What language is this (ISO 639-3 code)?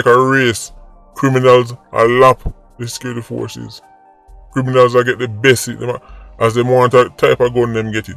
jam